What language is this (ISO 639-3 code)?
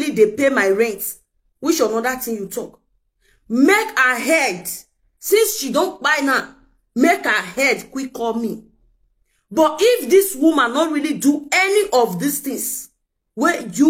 pcm